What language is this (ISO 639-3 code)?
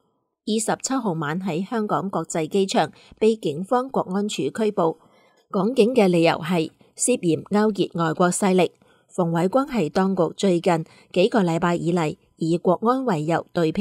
yue